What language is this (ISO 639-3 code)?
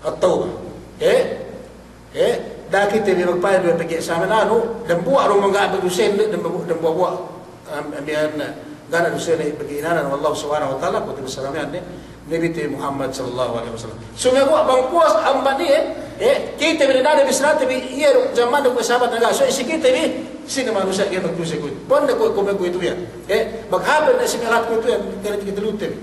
yka